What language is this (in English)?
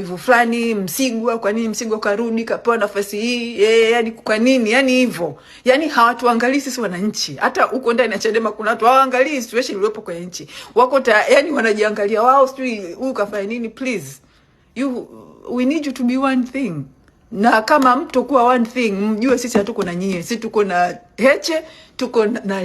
Swahili